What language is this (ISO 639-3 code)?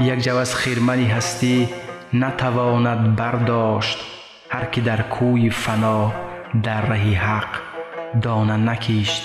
tgk